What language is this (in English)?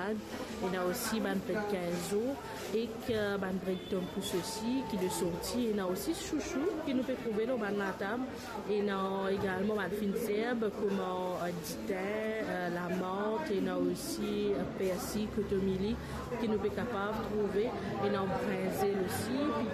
Morisyen